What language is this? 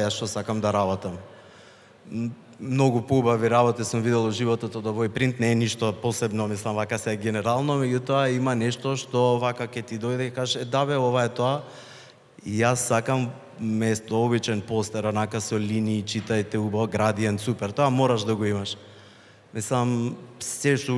Macedonian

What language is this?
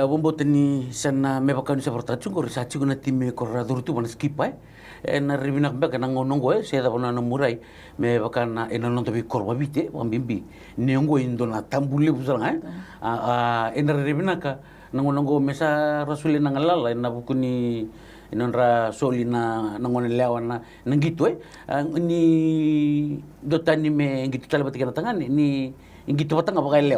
Fijian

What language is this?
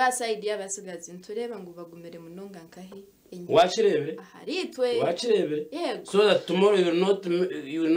Nyankole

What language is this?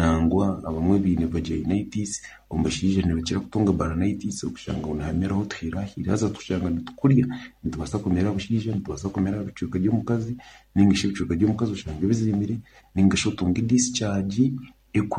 Nyankole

